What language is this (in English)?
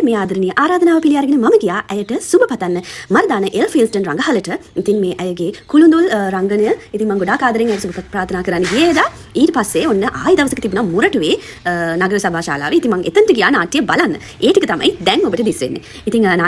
Sinhala